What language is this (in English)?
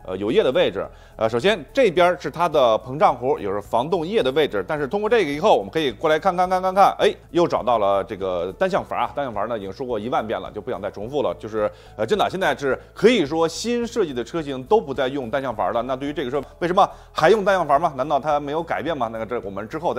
Chinese